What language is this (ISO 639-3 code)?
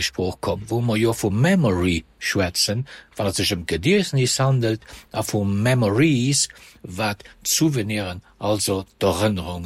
ltz